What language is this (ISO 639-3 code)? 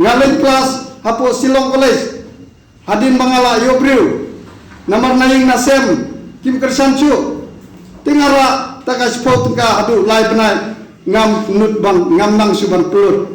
kha